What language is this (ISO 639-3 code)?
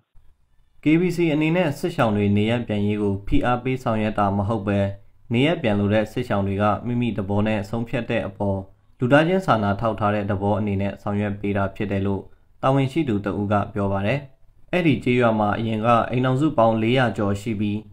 mya